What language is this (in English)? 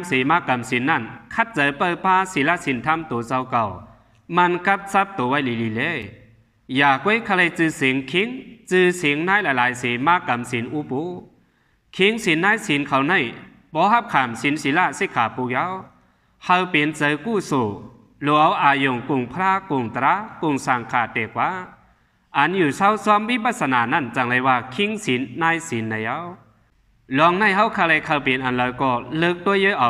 Shan